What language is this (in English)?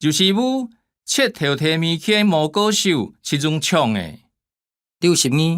Hakka Chinese